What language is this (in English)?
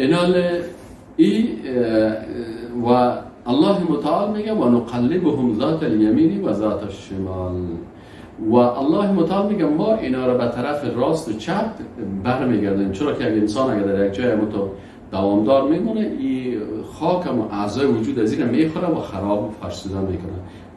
Persian